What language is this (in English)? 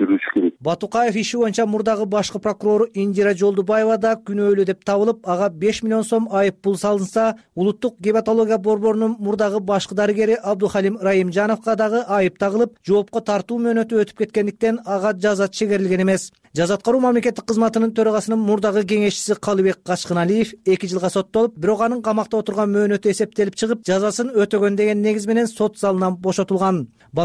Kyrgyz